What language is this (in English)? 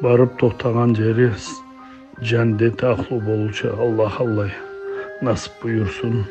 Karachay-Balkar